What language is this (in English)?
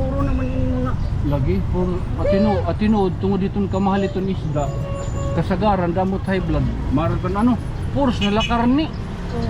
Waray